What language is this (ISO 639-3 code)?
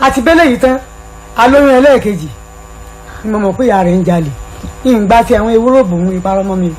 yor